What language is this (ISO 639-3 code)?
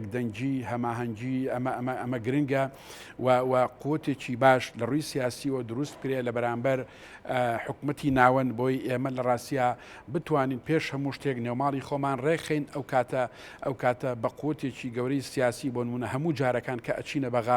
ckb